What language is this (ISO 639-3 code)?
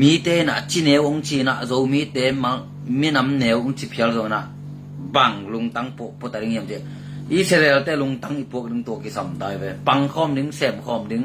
ctd